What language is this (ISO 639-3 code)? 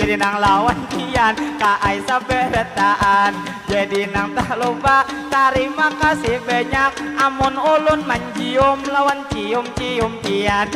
bjn